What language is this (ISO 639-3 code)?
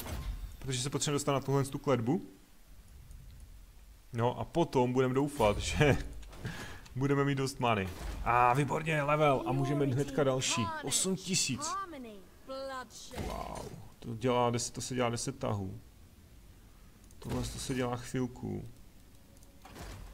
ces